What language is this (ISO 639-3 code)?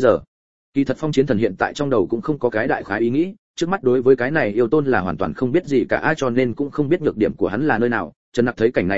vie